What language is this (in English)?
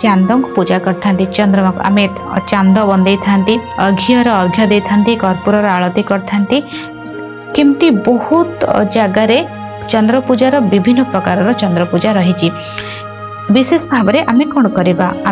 Odia